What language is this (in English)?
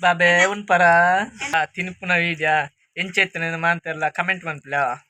Tulu